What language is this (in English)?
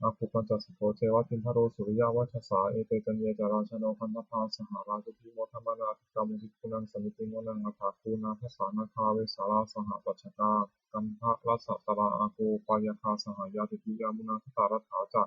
Pali